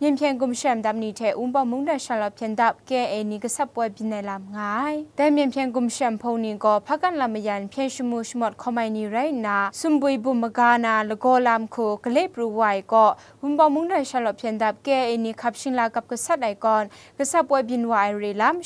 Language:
Kachin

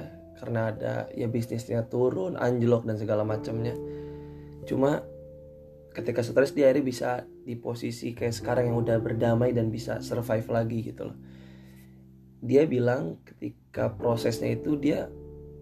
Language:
Indonesian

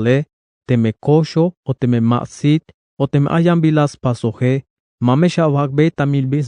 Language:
Tzeltal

